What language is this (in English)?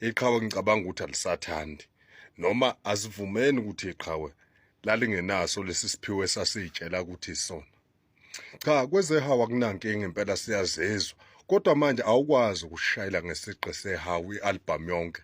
Zulu